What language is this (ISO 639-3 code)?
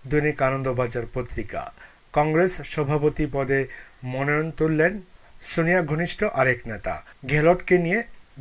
ben